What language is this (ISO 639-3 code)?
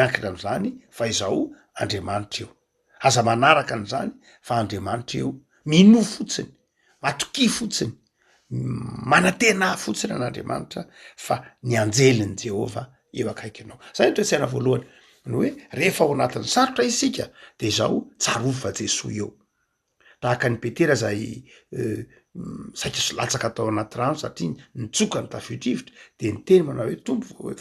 mlg